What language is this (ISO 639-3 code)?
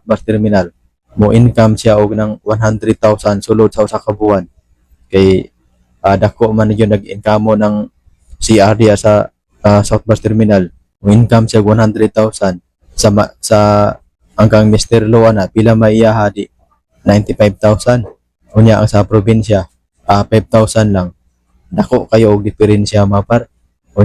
ceb